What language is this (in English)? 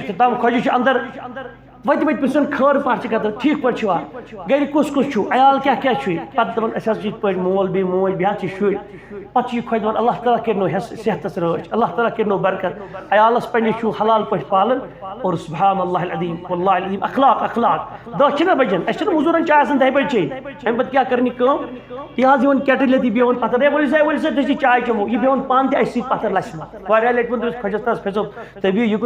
Kashmiri